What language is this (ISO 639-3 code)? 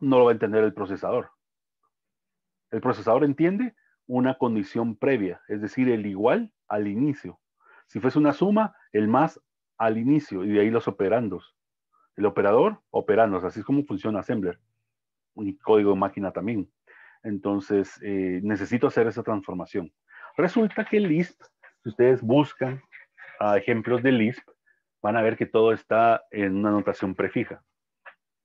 spa